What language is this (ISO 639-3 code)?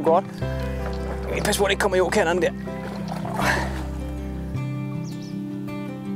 dan